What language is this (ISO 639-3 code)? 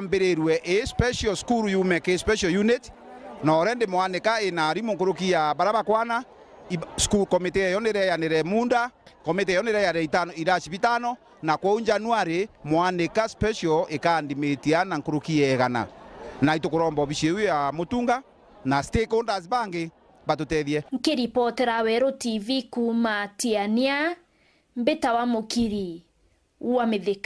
mer